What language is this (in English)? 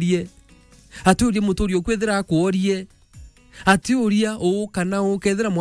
Meru